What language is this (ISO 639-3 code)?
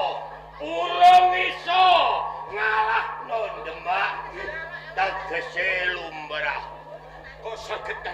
jav